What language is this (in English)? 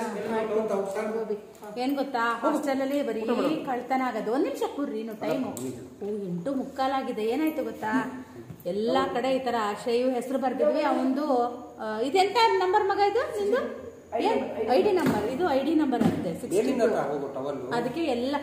Kannada